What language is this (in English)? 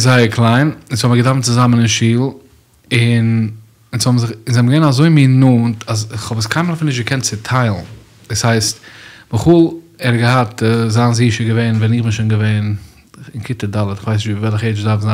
Yiddish